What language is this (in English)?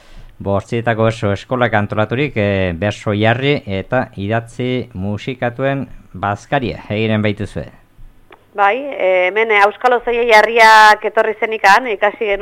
Basque